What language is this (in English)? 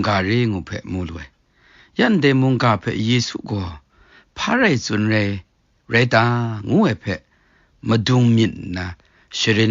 Kachin